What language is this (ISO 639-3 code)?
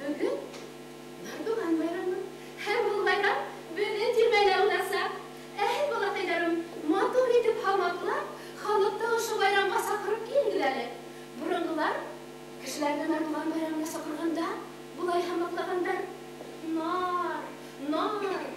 bak